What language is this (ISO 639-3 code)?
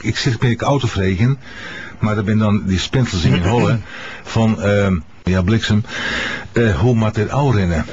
fry